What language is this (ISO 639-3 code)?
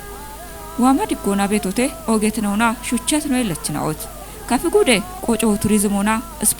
kbr